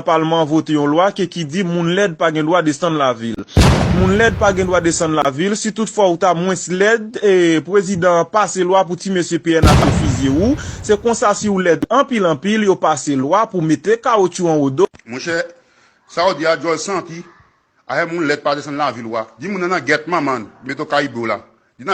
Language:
Haitian Creole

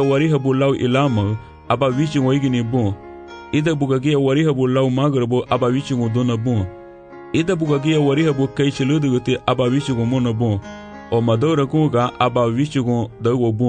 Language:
Garifuna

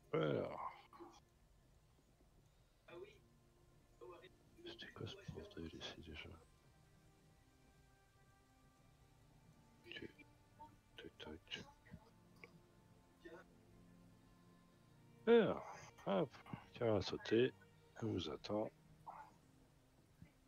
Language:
French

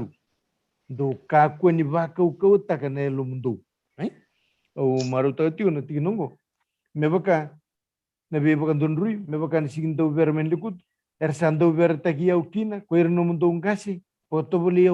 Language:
Fijian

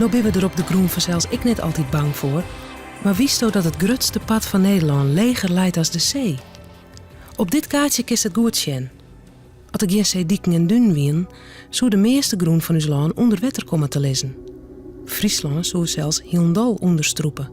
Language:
Western Frisian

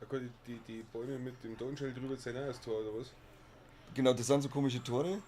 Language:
Bavarian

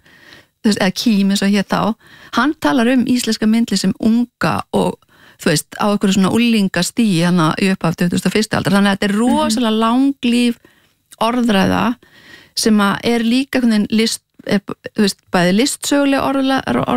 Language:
Icelandic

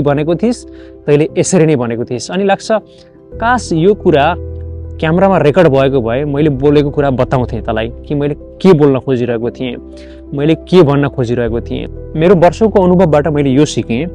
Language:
Nepali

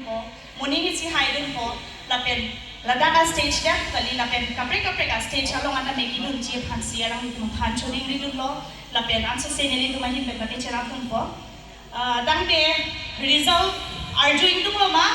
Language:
Karbi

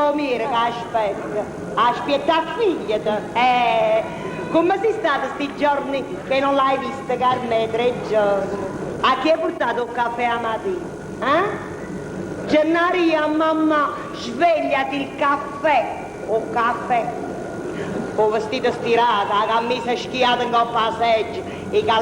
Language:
Neapolitan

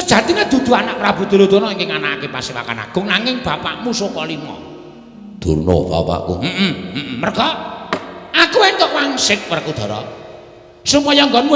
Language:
Javanese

